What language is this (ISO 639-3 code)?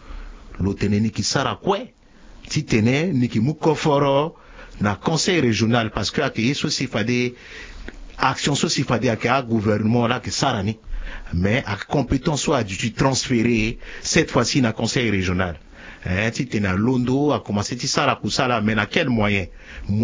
sag